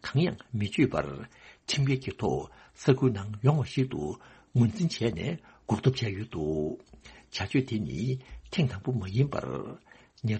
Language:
Tibetan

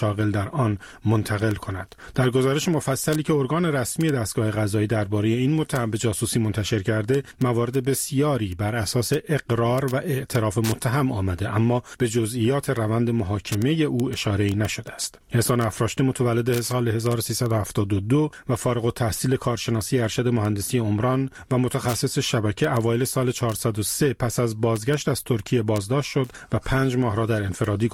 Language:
Persian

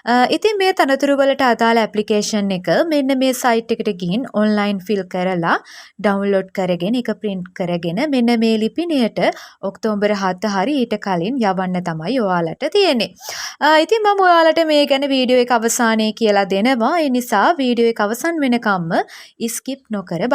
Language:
Sinhala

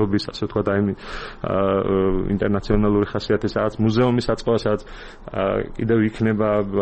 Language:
Georgian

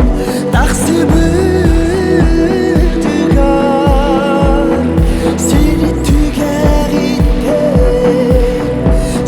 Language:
Yakut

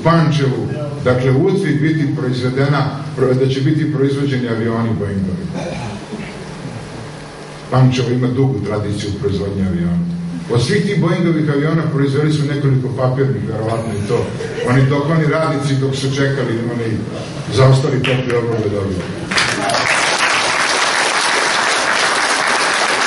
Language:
Serbian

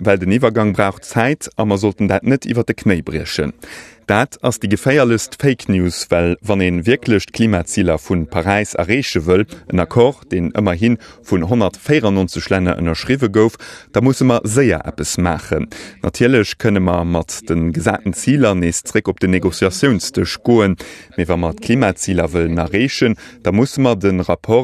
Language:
Luxembourgish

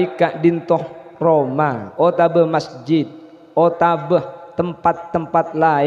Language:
Madurese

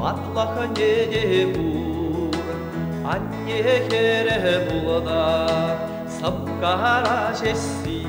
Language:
Chuvash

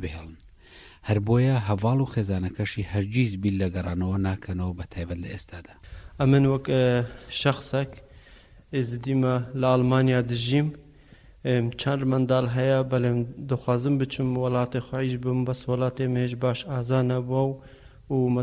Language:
Central Kurdish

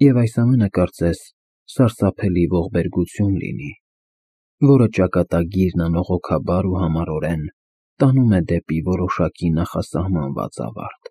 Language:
Armenian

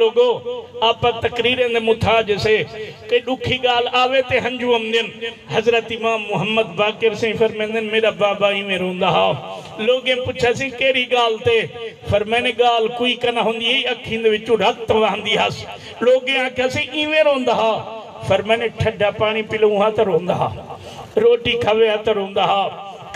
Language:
Saraiki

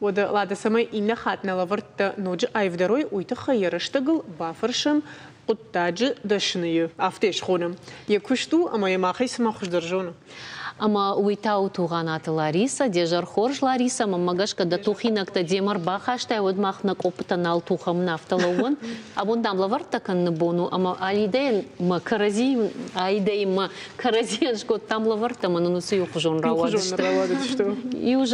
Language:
Ossetic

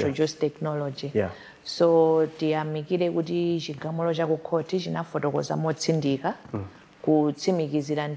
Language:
Nyanja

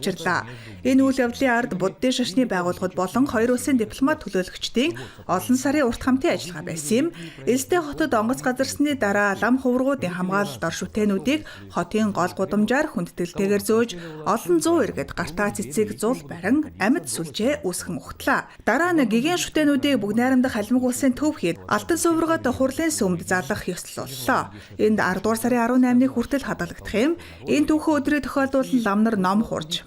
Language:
Mongolian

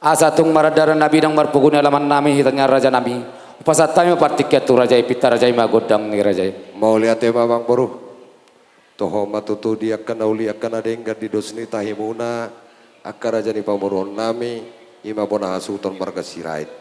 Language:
Batak Toba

